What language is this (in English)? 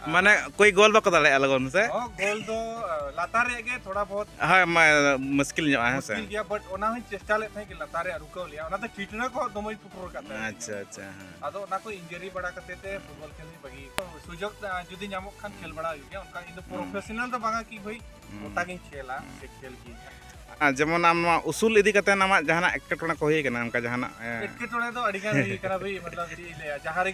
Santali